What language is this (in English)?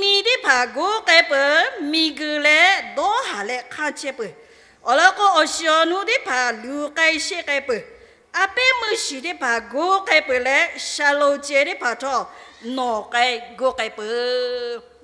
Lahu